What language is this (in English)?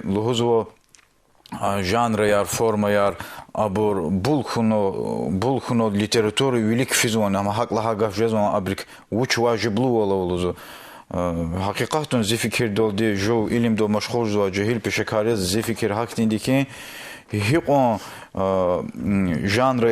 Lezghian